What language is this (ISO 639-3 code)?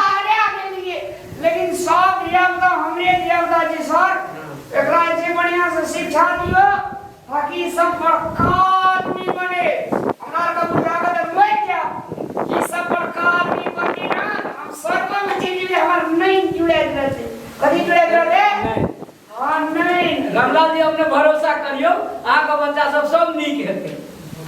mai